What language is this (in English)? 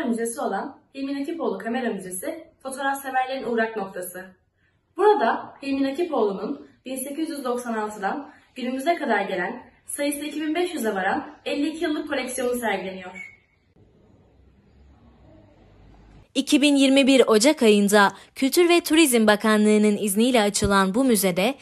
Turkish